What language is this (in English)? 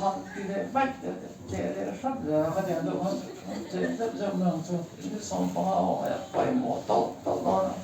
Mizo